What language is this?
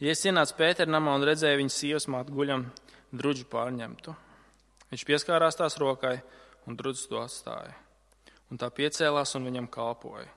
Latvian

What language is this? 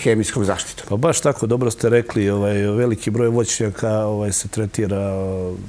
Serbian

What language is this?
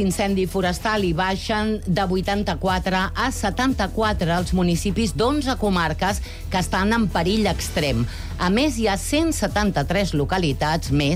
Catalan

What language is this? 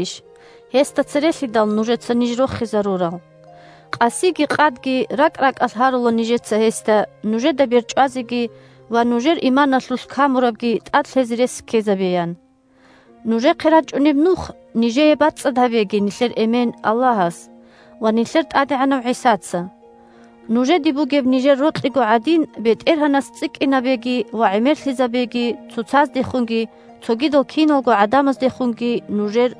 Avaric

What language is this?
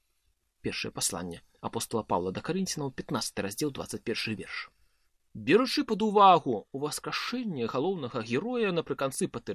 Belarusian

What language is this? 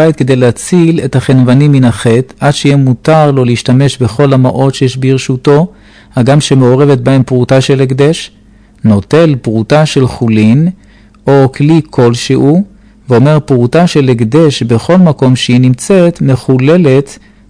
Hebrew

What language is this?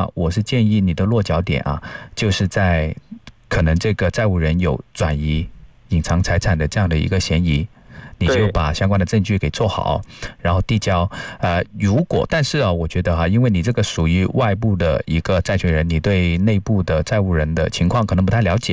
Chinese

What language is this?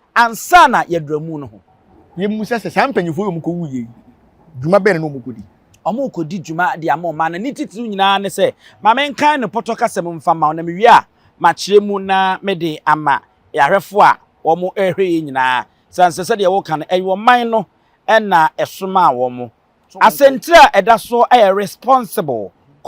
Akan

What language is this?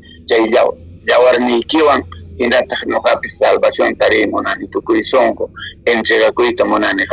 Quechua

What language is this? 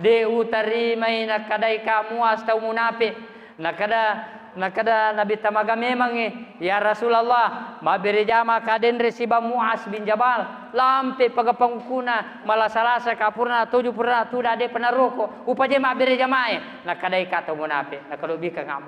Buginese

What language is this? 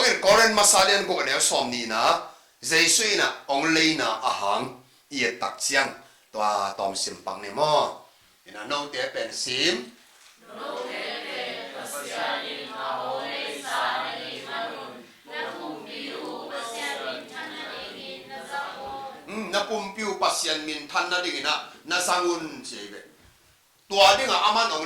Tedim Chin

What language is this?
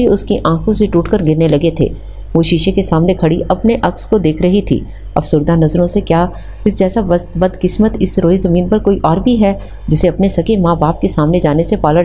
Urdu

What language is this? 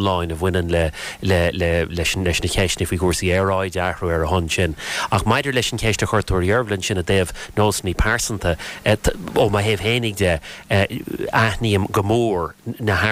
Irish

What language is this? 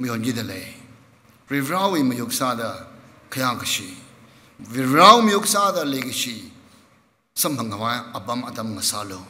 Tangkhul Naga (India)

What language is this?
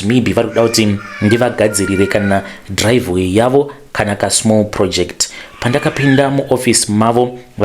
Shona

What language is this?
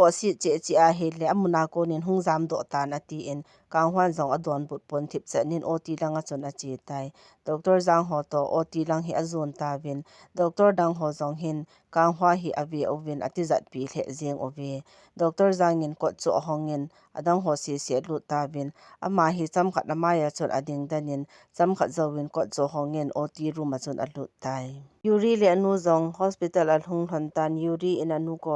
Thado Chin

